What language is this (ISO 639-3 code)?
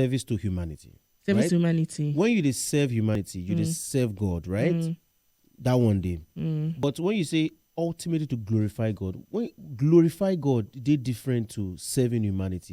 pcm